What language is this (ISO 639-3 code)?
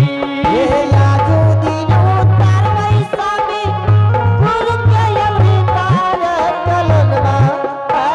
anp